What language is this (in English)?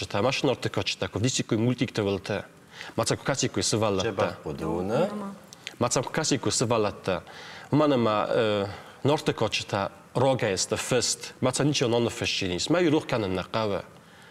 Ossetic